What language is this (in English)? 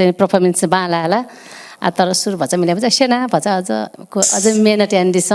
Newari